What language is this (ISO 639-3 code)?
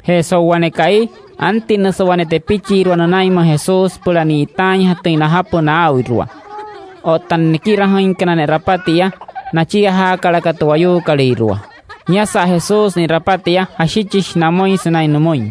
guc